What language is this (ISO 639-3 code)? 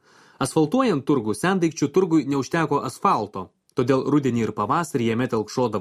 lit